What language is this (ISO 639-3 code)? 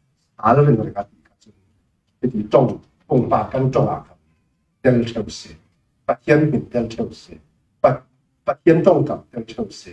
cfm